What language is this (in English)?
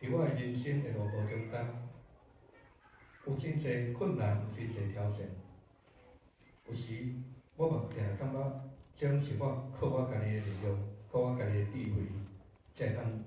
Min Nan Chinese